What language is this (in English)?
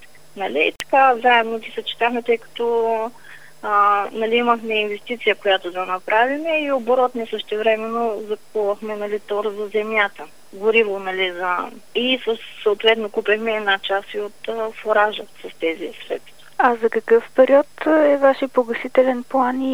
Bulgarian